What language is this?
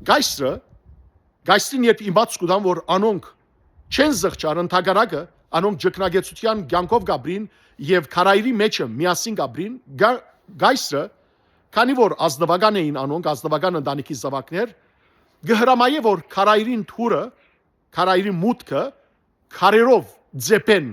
Western Armenian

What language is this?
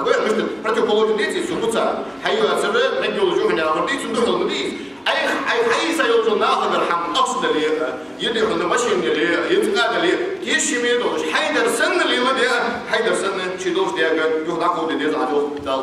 Ingush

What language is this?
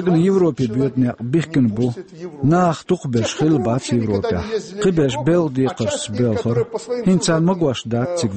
Chechen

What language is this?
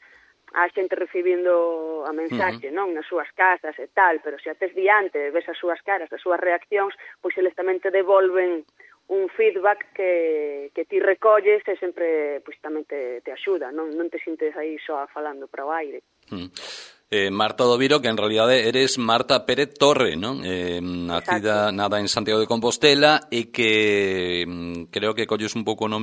Galician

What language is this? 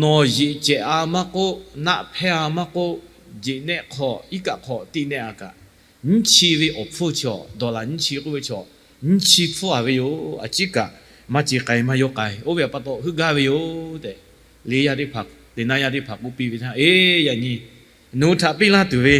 Lahu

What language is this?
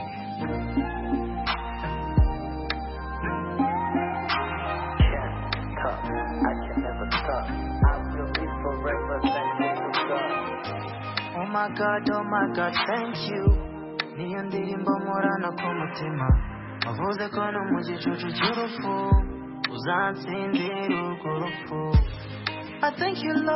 Kinyarwanda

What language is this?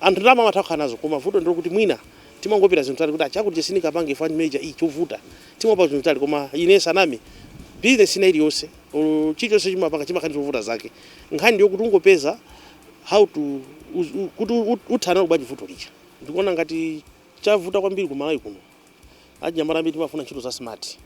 Nyanja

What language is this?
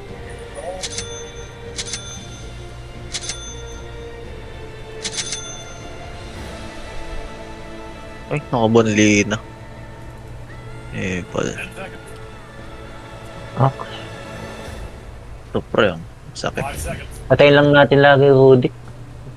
Filipino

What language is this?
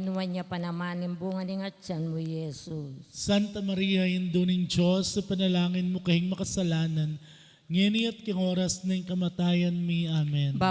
Pampanga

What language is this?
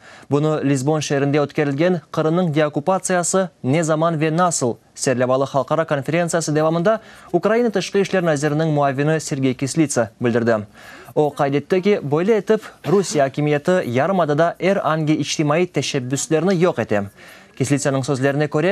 Crimean Tatar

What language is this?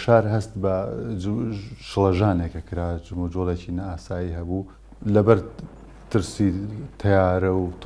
Central Kurdish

